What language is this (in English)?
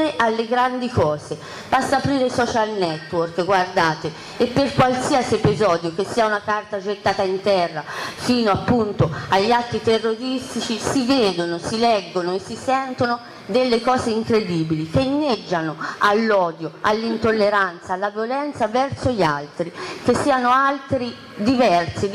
Italian